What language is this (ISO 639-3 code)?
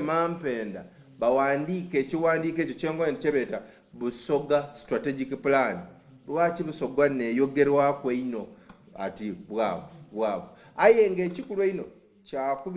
xog